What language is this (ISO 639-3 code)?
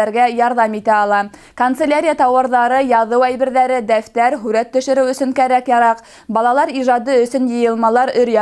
bak